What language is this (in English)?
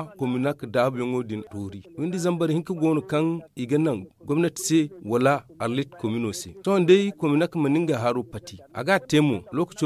Zarma